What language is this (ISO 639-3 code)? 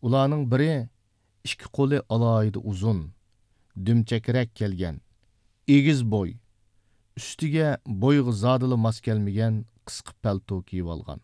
uig